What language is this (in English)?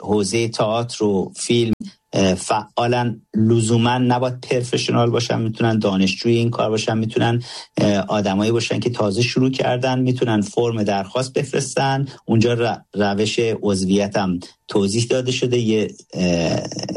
Persian